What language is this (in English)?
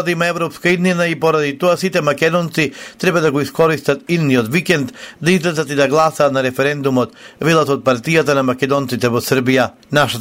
Macedonian